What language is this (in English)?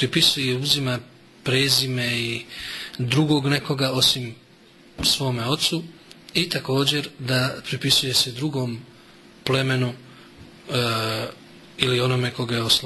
Bosnian